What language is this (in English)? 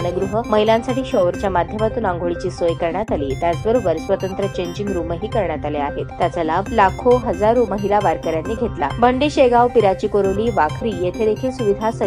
Marathi